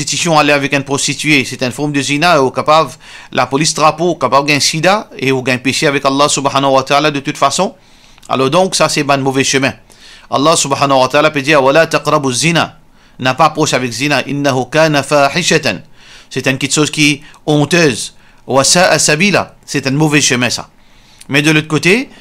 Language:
Morisyen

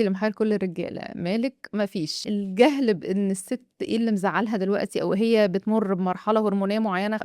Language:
Egyptian Arabic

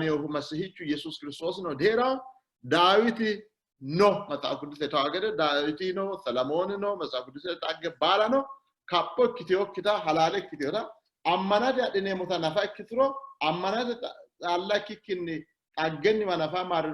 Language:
Sidamo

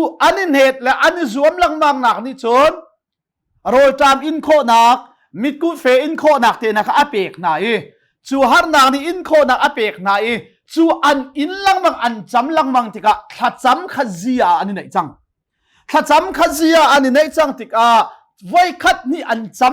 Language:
Hakha Chin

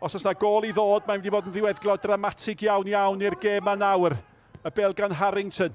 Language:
Welsh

